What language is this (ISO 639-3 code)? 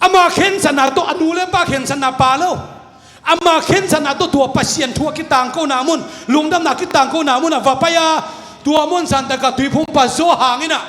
ctd